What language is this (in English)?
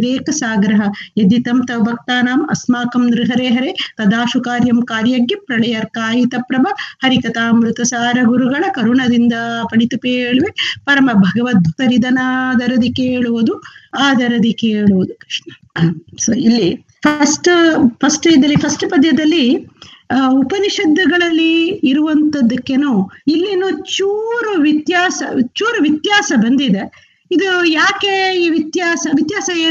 Kannada